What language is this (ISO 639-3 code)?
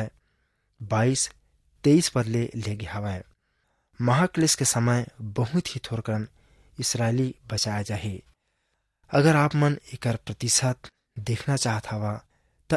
hne